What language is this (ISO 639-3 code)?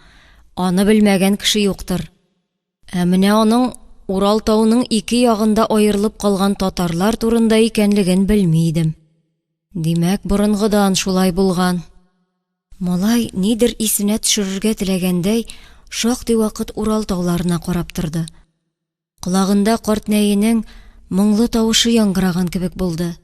tat